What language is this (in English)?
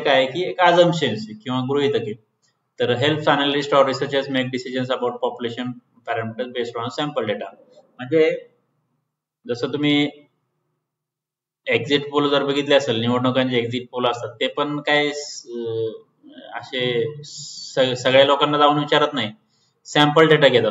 Marathi